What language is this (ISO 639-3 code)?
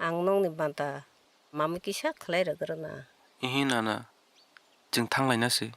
trp